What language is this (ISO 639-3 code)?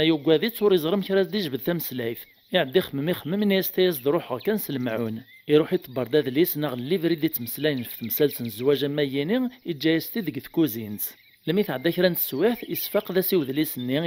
kab